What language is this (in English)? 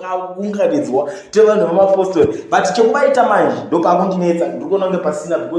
Shona